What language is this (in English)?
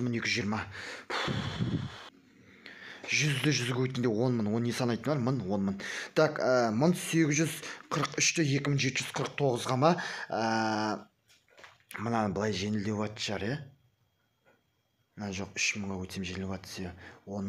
Kazakh